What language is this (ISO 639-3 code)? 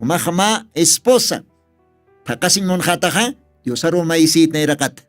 aym